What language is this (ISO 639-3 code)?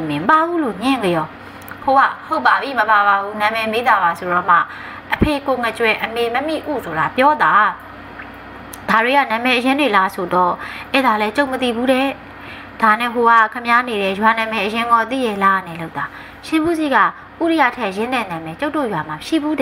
mya